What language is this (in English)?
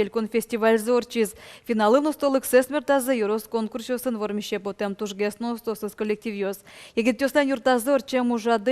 Udmurt